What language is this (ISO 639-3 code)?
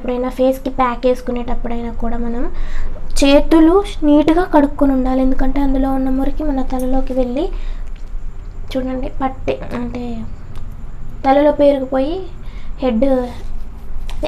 tel